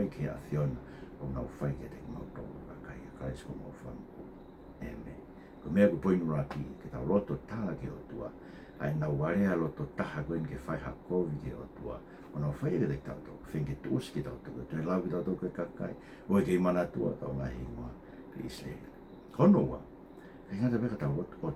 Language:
Tongan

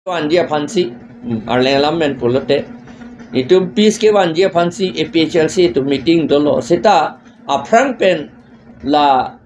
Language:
Karbi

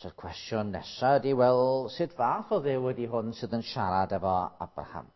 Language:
Welsh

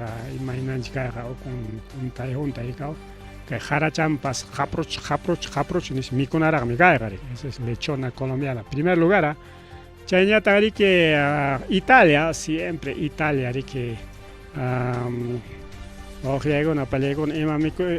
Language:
Ayacucho Quechua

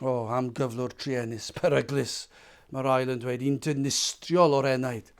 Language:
Welsh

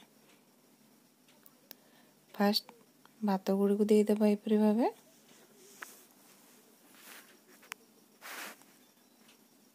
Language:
Odia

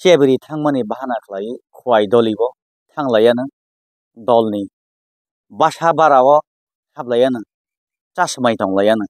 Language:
Kok Borok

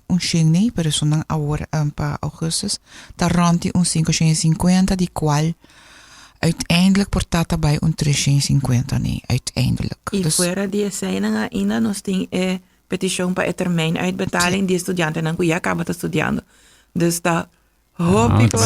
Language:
Papiamento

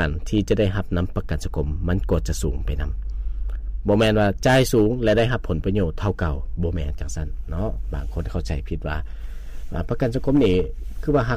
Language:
Lao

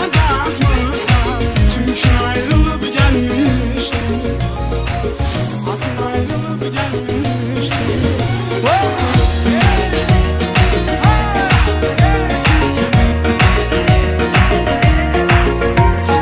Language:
Azerbaijani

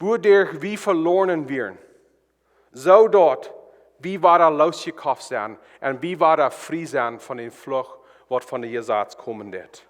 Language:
Plautdietsch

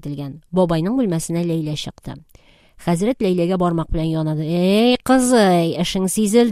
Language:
Tatar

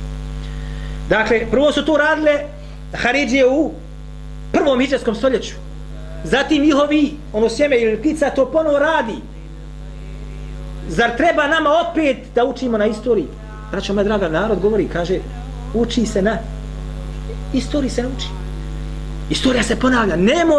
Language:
Bosnian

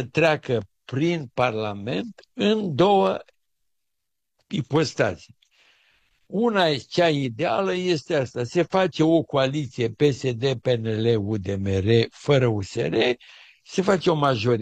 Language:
Romanian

